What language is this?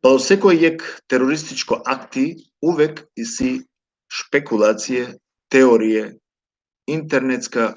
Balkan Romani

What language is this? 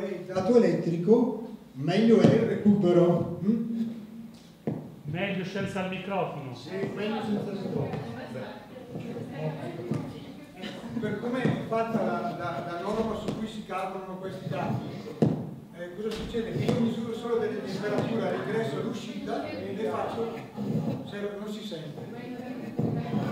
Italian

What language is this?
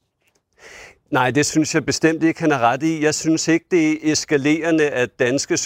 Danish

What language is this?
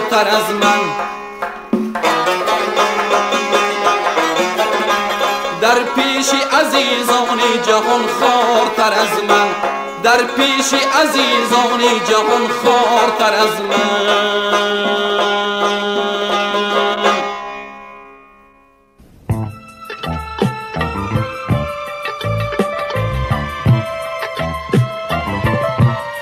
Persian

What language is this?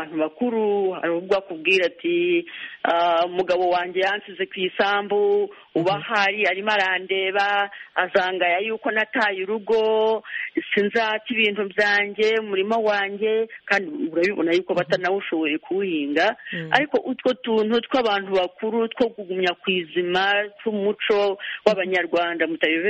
Kinyarwanda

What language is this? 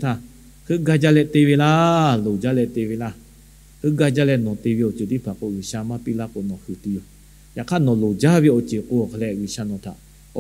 Lahu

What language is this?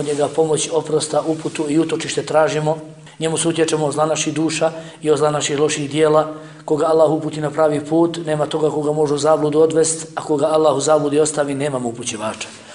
Bosnian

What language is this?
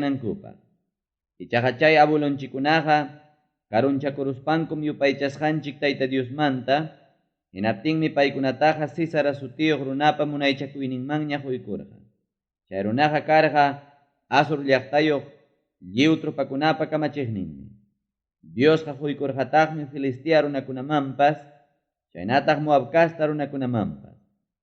Ayacucho Quechua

